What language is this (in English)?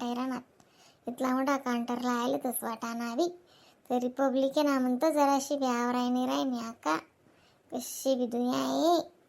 Khandesi